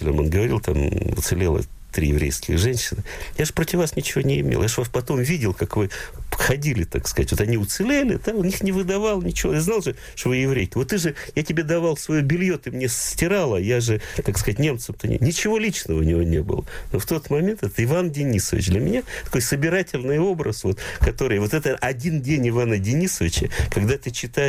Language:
Russian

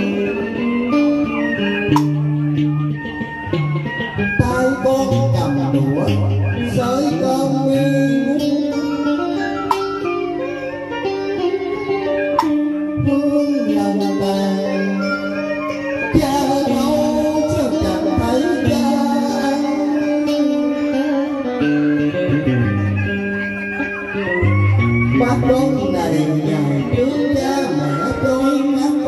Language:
Vietnamese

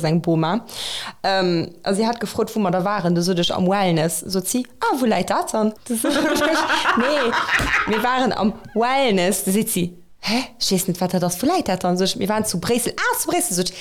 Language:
Luxembourgish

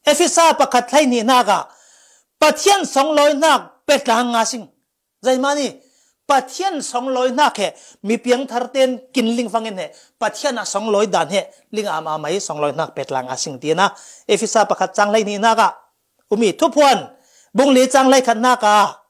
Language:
Falam Chin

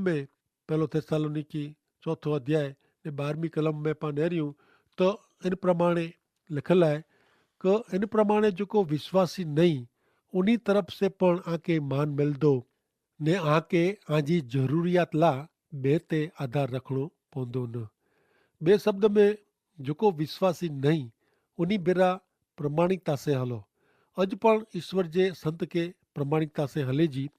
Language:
Kachhi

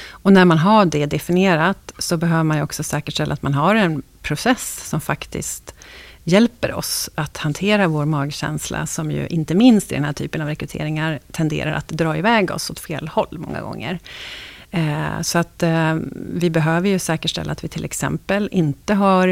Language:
Swedish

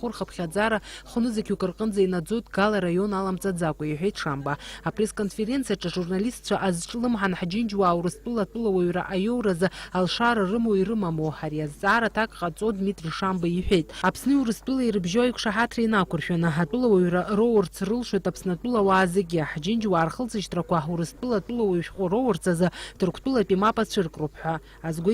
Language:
Abkhazian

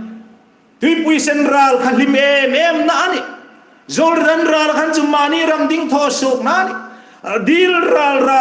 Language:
Hmar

